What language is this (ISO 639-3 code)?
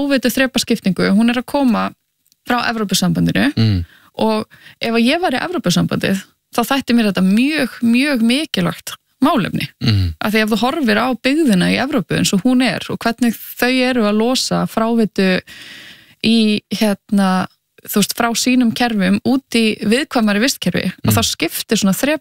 isl